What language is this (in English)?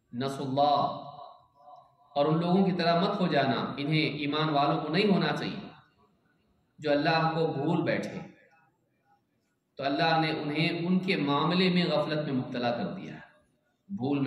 Hindi